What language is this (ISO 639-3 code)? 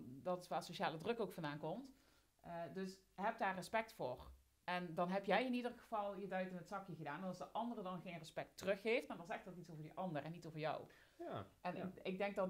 nld